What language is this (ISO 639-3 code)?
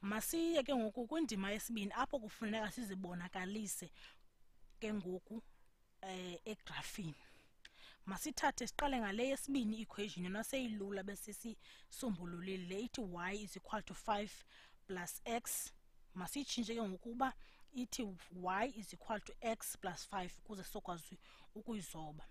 xho